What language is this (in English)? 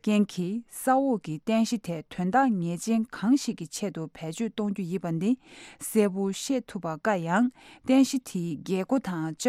Tibetan